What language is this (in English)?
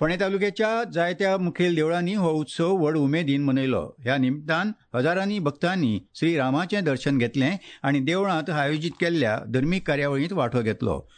Konkani